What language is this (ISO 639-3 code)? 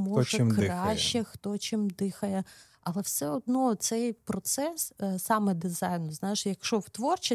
ukr